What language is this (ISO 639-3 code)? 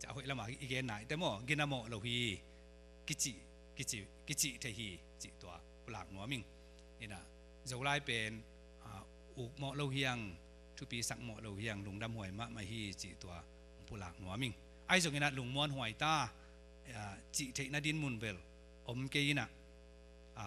ctd